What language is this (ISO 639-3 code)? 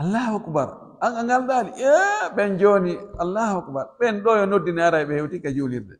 fuf